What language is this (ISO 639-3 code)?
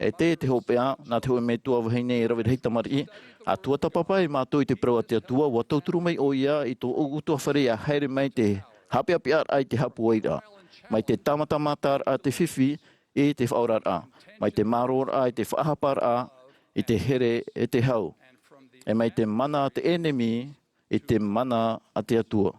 tah